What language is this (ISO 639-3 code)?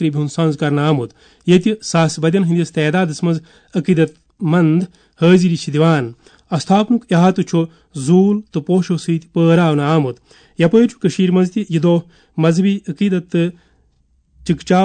kas